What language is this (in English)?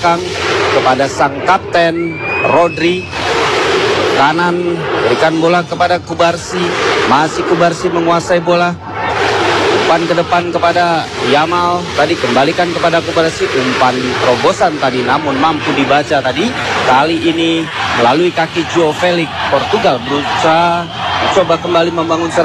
Indonesian